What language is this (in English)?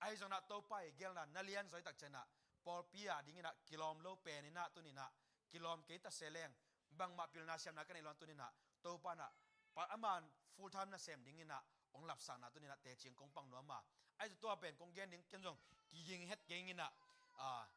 Tedim Chin